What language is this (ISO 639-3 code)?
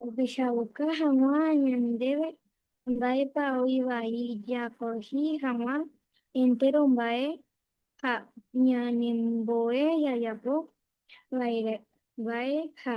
grn